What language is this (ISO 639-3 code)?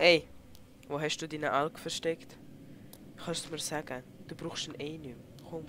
gsw